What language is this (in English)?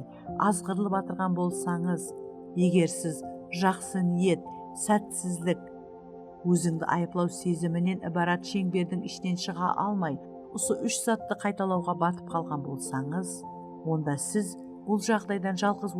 Kara-Kalpak